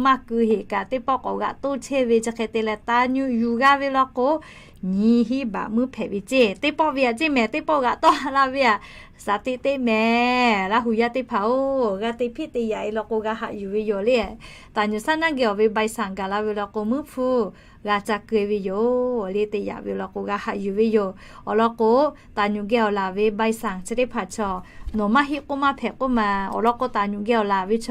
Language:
Lahu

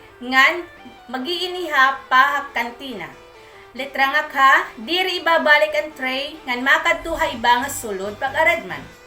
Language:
Waray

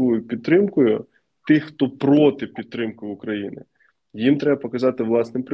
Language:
Ukrainian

